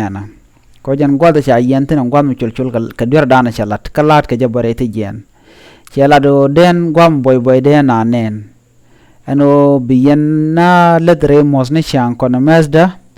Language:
Nuer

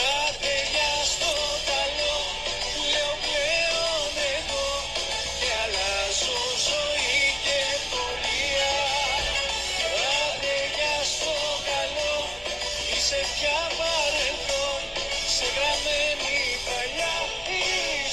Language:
Greek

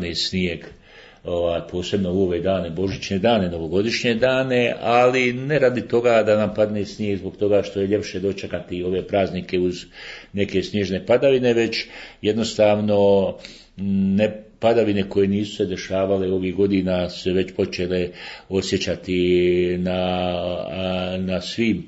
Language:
Bosnian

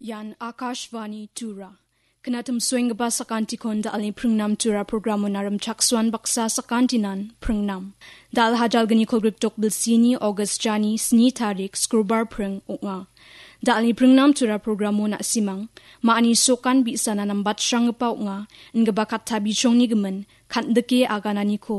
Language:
Garo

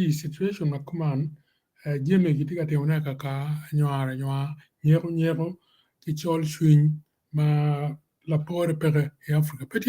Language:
Acoli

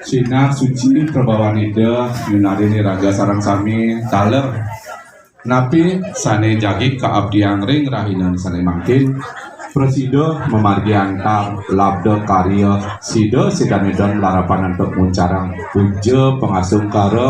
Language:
Balinese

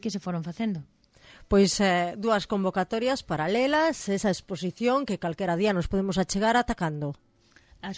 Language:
Galician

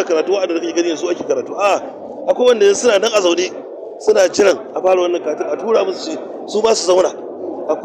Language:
Hausa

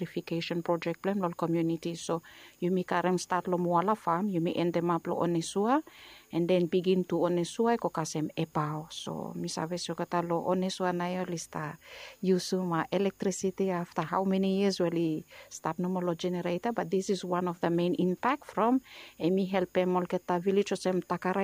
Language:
Bislama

